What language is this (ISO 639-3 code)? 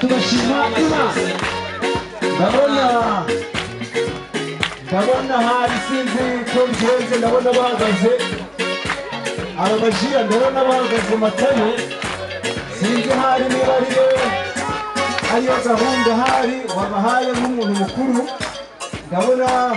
kin